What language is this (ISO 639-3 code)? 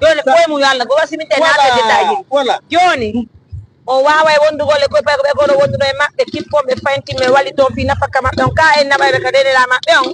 ful